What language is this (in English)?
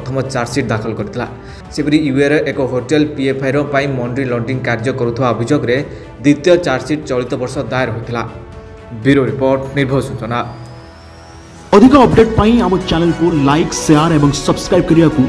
Odia